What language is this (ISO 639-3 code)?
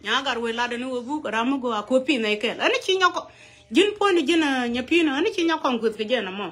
nus